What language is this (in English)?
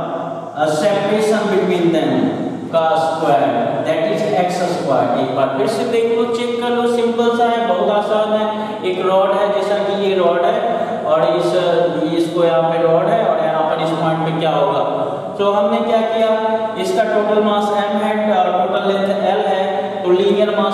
Hindi